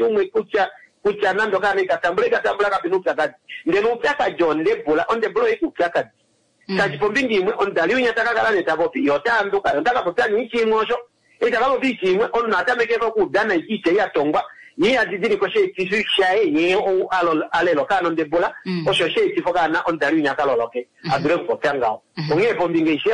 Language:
Kuanyama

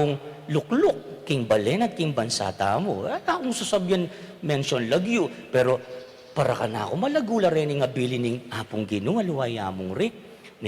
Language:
Pampanga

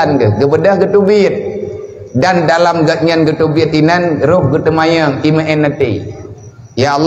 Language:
Achinese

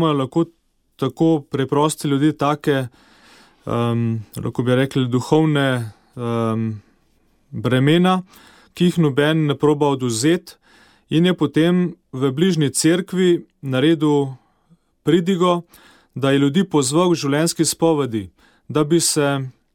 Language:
Slovenian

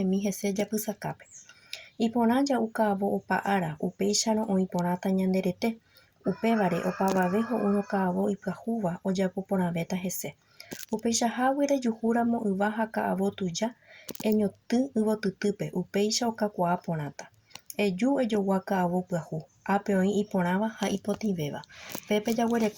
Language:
Guarani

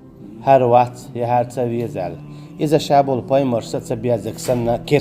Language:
Chechen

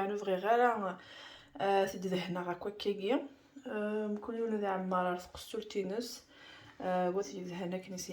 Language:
Kabyle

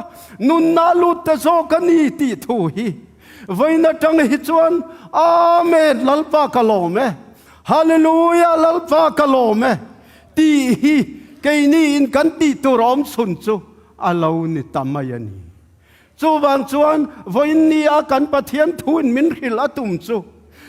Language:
Tedim Chin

